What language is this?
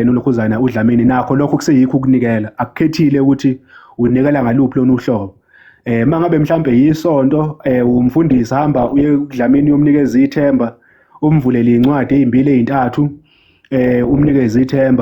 Zulu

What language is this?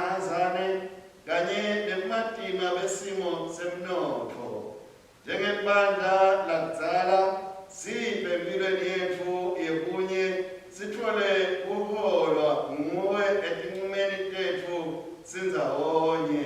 Swati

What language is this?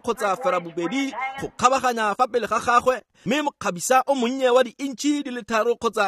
Tswana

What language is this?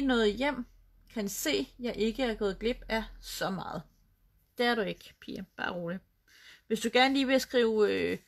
Danish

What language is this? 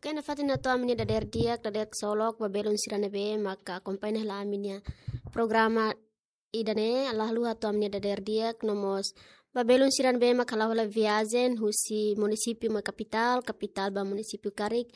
Tetum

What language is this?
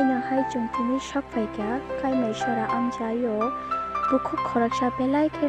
Kok Borok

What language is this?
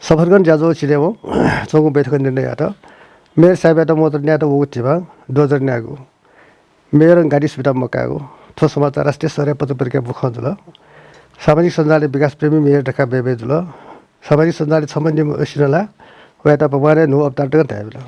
Newari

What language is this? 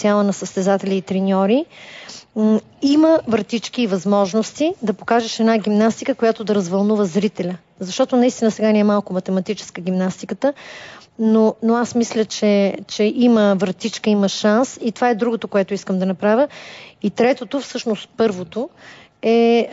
Bulgarian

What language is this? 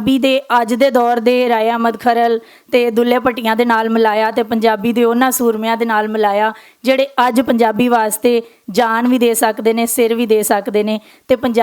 Western Panjabi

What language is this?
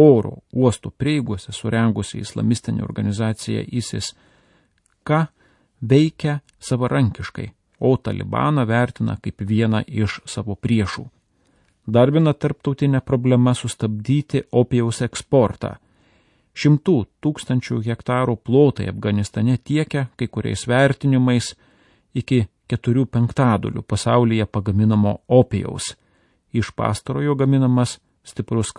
Lithuanian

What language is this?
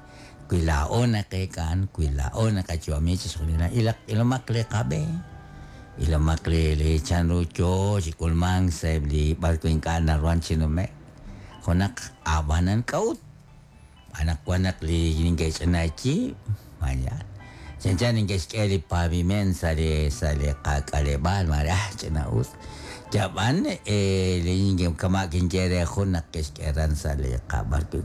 Kekchí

